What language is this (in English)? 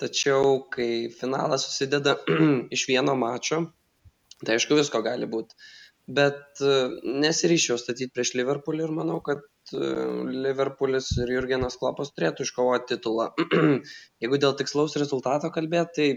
Lithuanian